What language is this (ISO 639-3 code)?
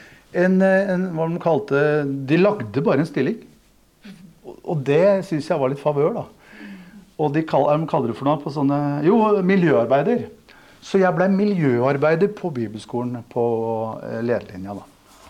nor